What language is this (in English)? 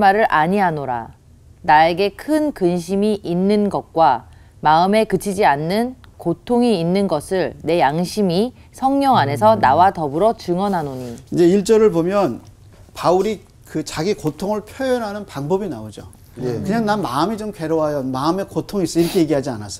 Korean